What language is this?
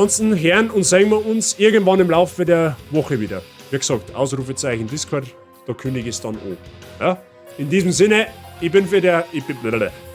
Bavarian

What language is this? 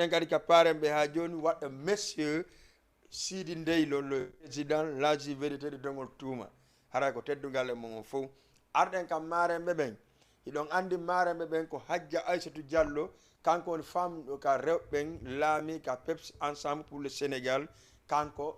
Fula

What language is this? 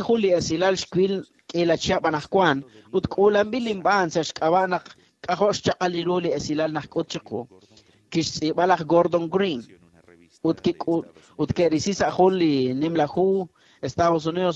Kekchí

